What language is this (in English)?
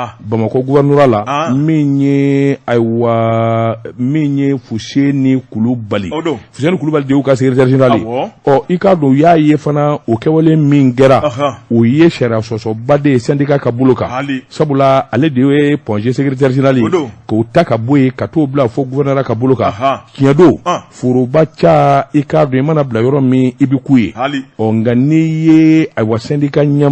Bambara